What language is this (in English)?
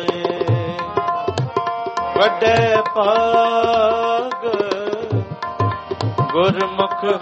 Punjabi